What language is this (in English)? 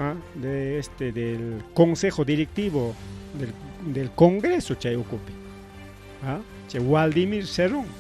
Ayacucho Quechua